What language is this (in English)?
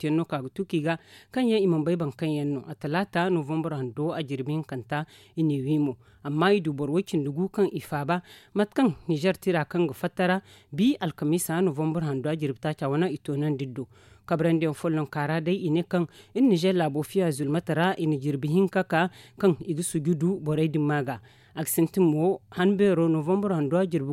Zarma